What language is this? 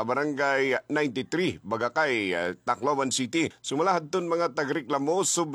Waray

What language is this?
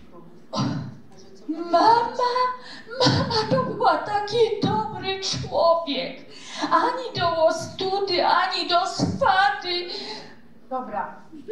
Silesian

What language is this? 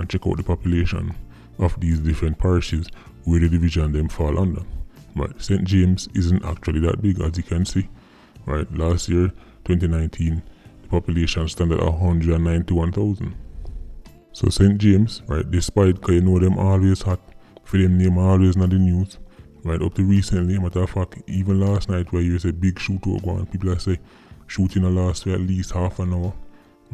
Jamaican Creole English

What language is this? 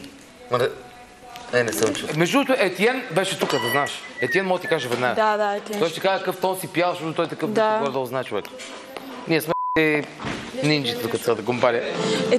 Bulgarian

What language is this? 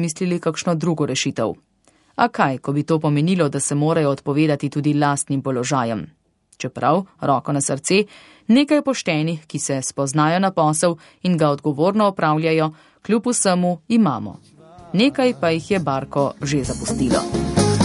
Slovenian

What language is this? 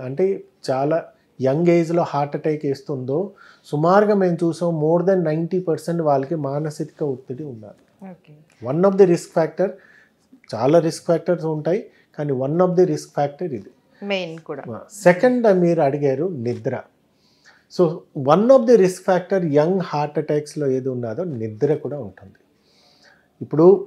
Telugu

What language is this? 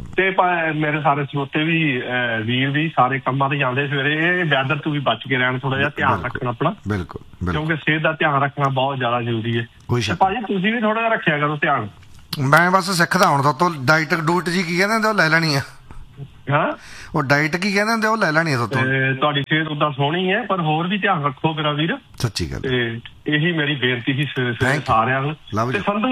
Punjabi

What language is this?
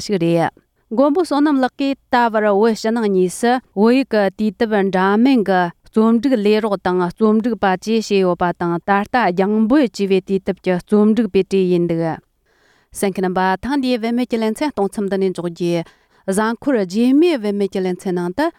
Tibetan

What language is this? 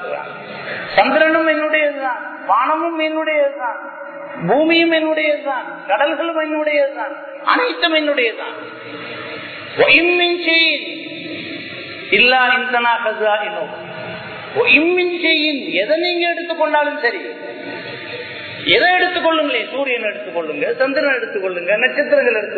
Tamil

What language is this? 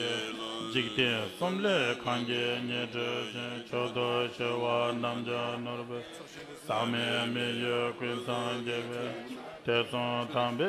Tibetan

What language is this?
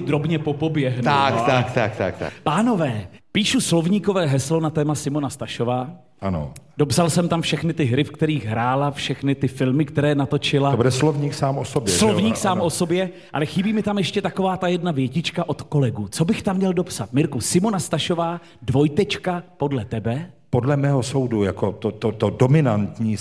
Czech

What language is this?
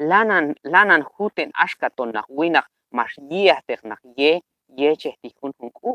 Q'anjob'al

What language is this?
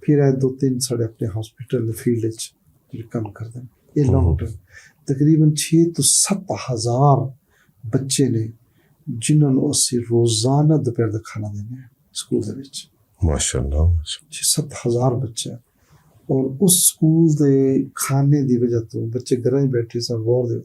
Western Panjabi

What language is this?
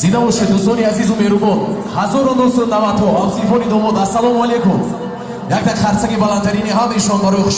Tajik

